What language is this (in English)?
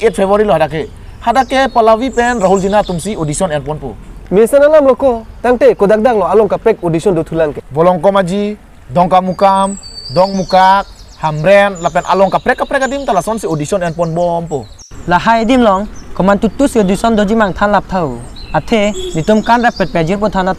Karbi